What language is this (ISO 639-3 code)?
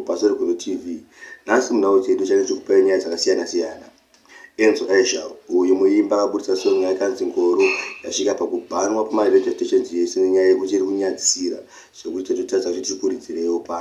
sna